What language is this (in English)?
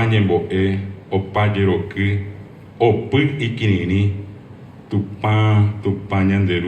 Guarani